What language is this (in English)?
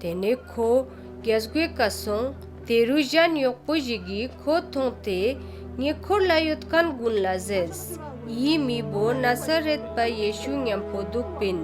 Ladakhi